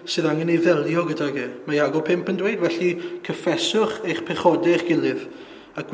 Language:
Welsh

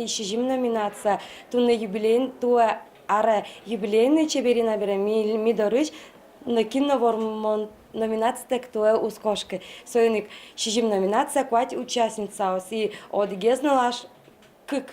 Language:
Udmurt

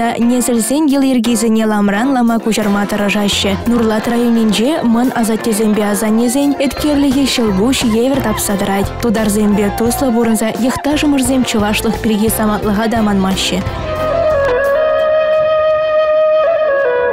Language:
Chuvash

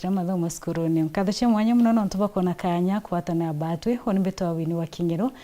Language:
Meru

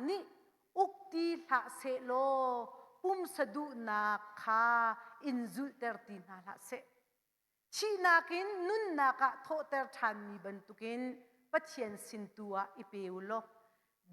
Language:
Hakha Chin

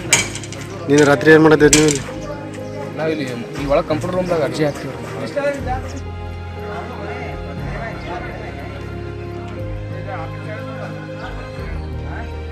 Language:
Kannada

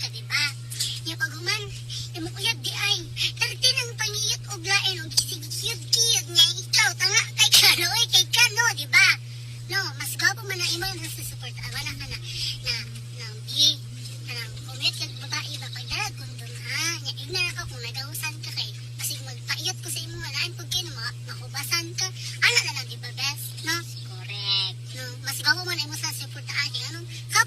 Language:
Cebuano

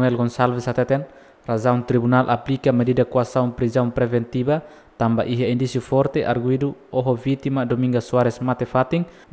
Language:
Tetum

